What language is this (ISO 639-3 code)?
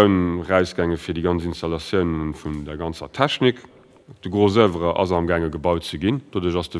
ltz